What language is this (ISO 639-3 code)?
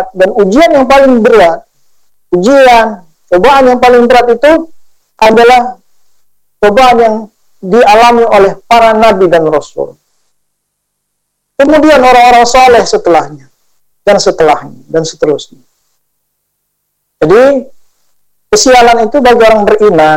ind